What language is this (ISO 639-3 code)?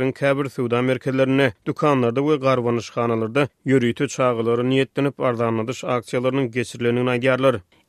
tuk